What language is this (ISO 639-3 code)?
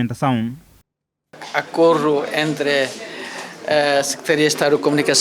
tet